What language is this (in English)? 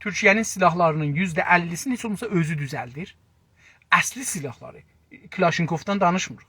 South Azerbaijani